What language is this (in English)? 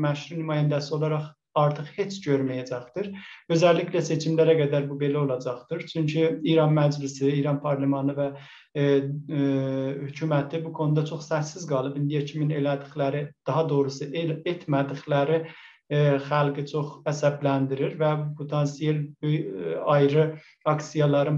South Azerbaijani